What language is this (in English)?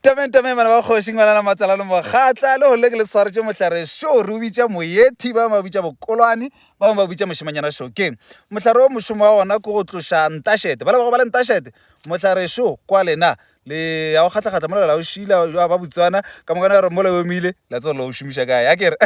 Northern Sotho